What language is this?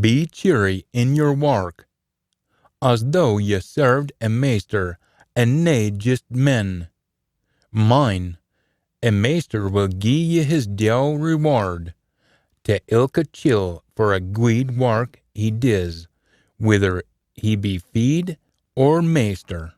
Scots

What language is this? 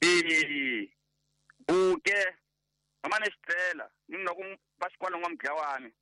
Tsonga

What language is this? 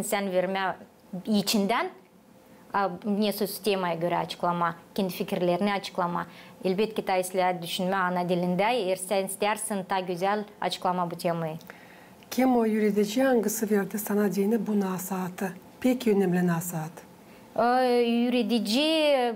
Gagauz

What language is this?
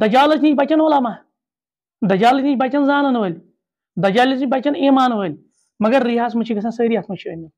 Kashmiri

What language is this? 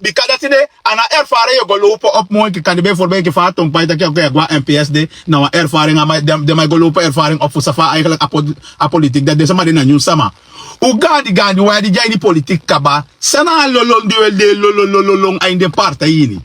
Sranan Tongo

